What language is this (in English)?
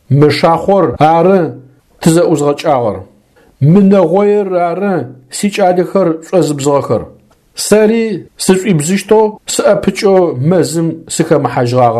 Adyghe